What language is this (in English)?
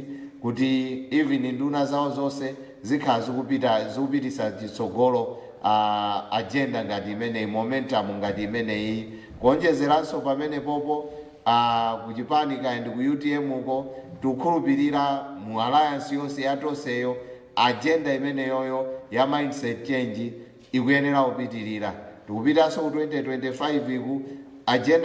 Nyanja